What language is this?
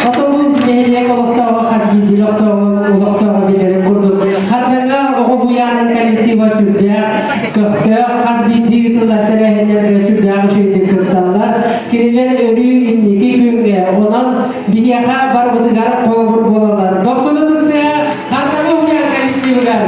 Yakut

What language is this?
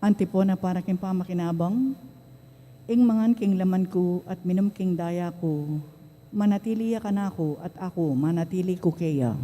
Pampanga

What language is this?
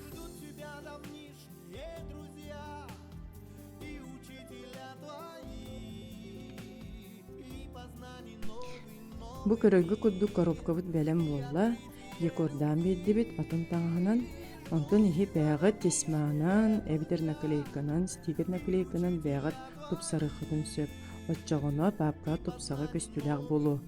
Yakut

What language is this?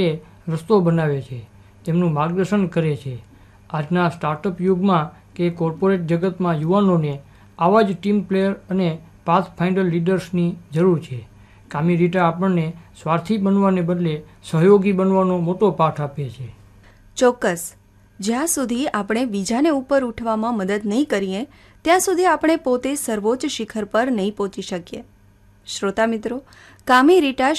Gujarati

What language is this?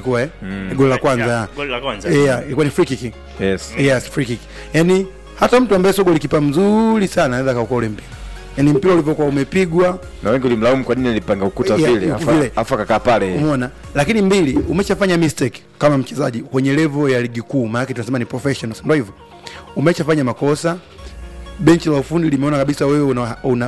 Swahili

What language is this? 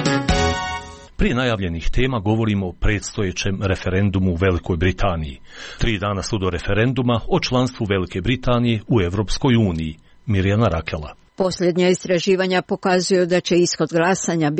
Croatian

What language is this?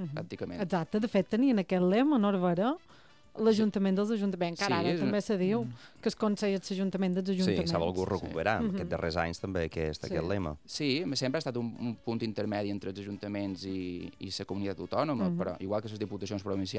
Catalan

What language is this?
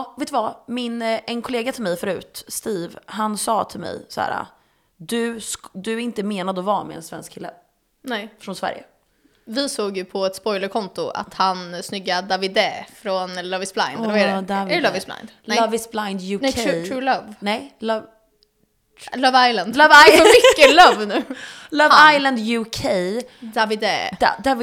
Swedish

